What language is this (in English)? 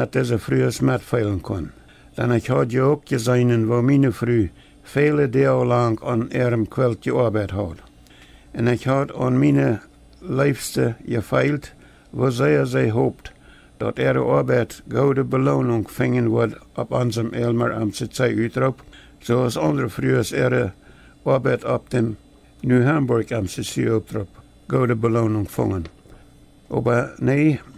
Plautdietsch